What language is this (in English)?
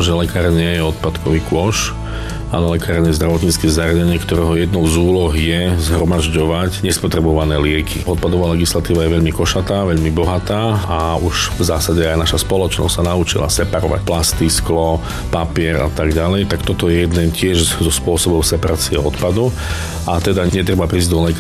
Slovak